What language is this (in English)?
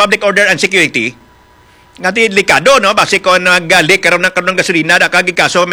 Hiligaynon